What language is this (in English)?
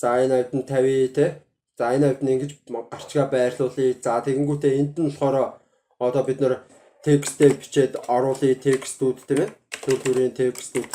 Mongolian